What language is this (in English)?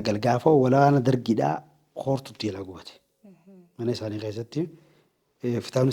Oromo